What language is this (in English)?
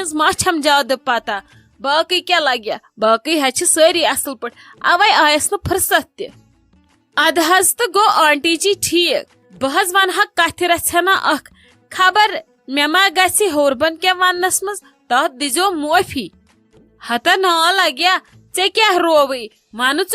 Kashmiri